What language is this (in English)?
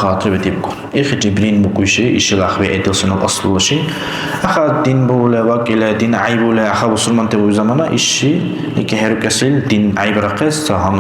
Dargwa